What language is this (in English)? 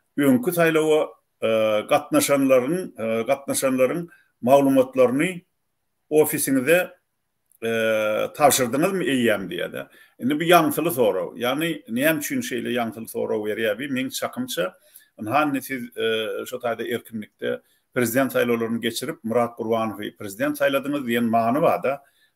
Turkmen